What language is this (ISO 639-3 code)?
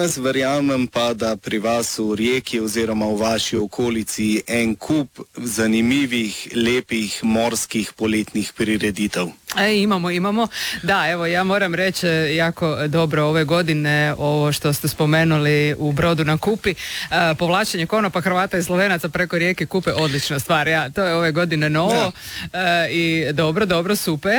hrv